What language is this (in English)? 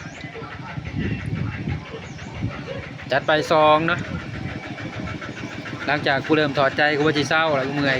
Lao